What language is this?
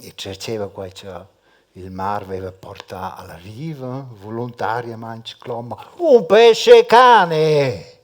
Romansh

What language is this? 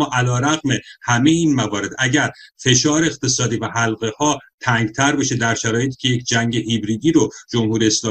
Persian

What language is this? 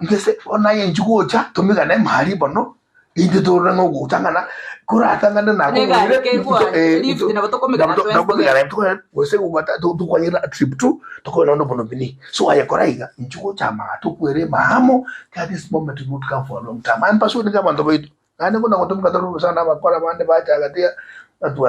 Gusii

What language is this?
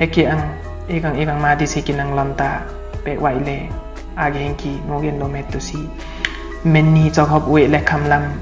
Limbu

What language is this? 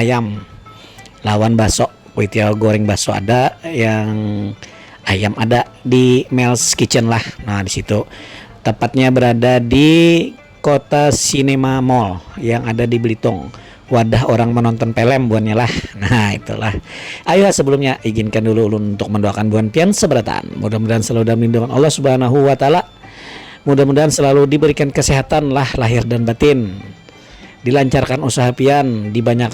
Banjar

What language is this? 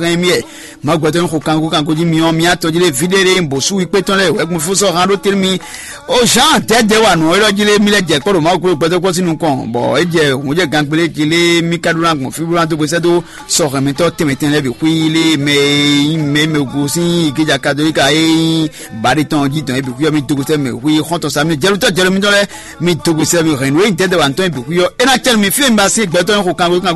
Fon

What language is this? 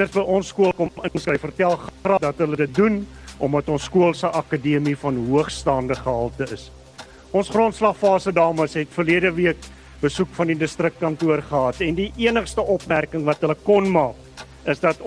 Afrikaans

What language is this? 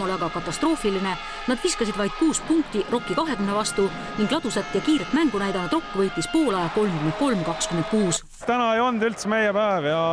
Estonian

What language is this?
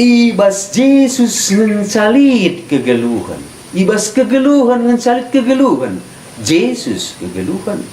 Batak Karo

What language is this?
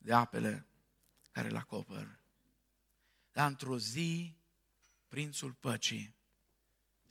Romanian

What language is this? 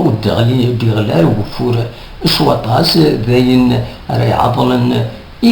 Kabyle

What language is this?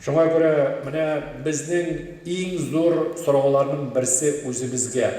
Tatar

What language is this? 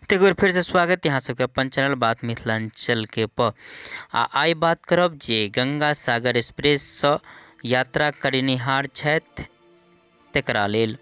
Maithili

